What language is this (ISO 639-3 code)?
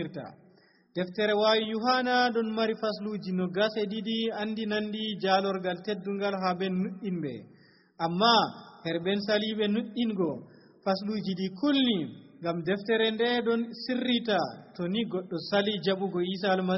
fuv